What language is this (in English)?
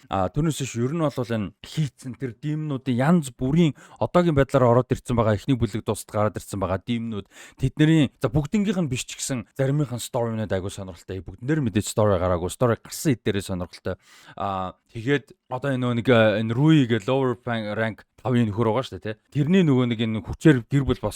Mongolian